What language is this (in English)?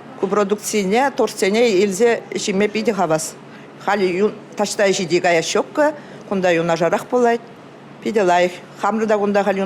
Chuvash